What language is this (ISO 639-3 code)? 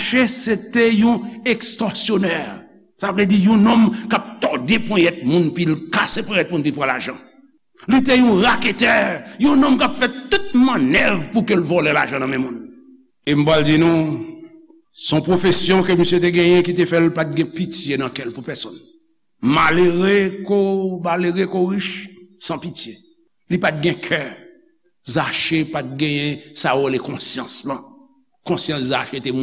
hat